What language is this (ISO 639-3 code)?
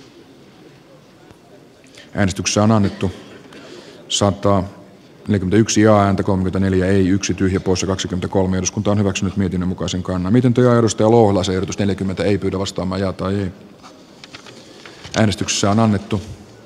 fin